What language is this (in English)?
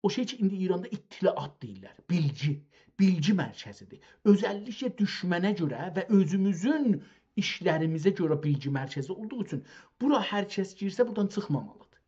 South Azerbaijani